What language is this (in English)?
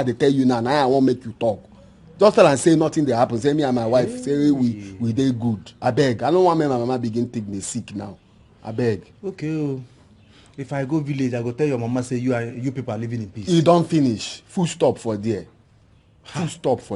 Nigerian Pidgin